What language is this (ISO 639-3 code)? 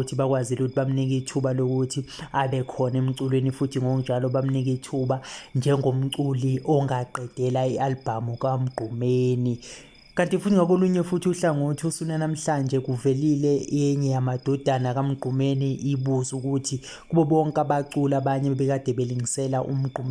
zul